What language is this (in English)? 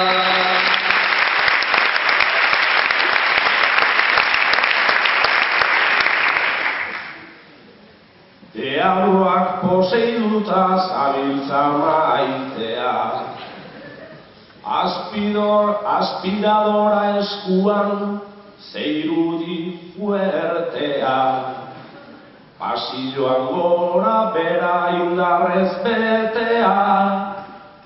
Basque